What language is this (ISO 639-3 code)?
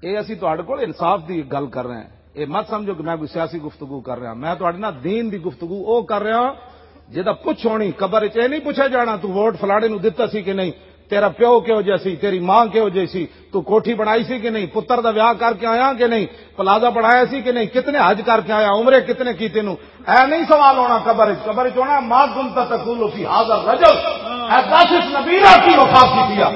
lah